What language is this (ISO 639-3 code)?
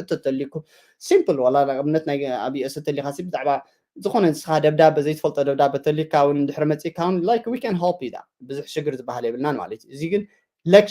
tir